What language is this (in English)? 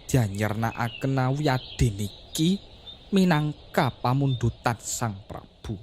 Javanese